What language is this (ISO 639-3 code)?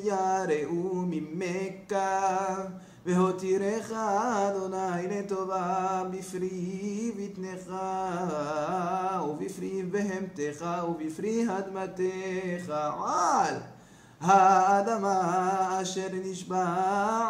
heb